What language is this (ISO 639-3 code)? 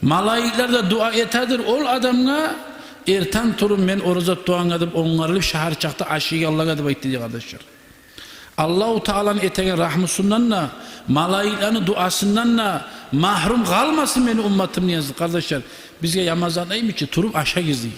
kum